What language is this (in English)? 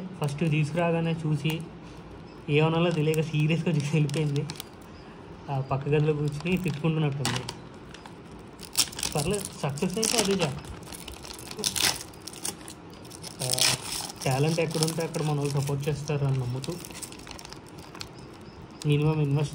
Telugu